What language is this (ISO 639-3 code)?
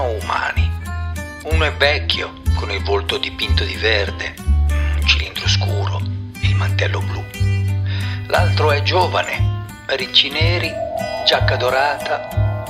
ita